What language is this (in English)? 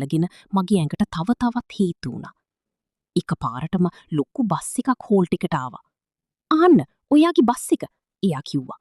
Sinhala